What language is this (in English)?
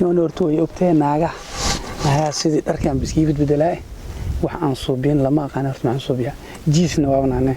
Somali